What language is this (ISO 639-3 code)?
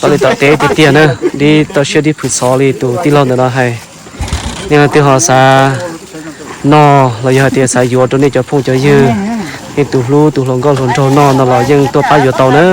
hmn